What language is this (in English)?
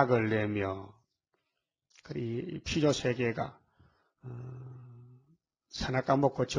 Korean